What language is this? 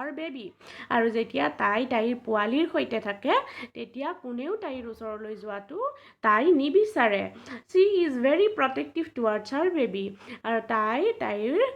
Assamese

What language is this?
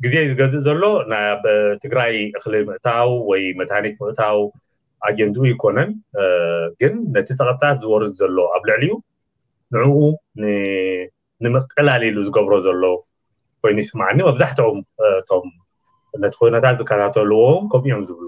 Tigrinya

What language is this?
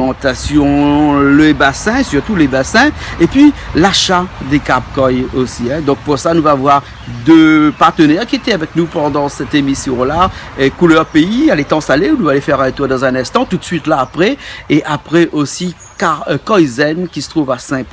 Réunion Creole French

